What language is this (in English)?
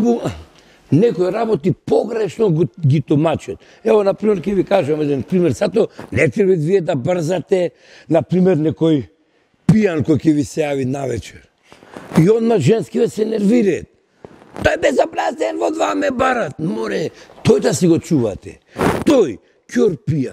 Macedonian